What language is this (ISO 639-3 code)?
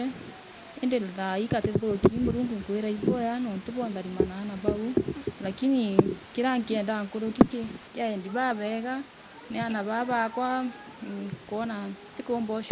mer